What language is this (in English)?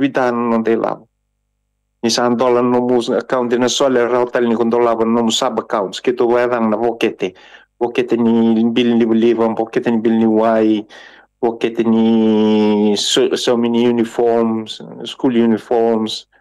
Fijian